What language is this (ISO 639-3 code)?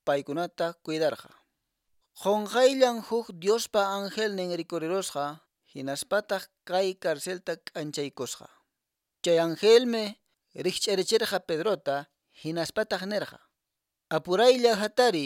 que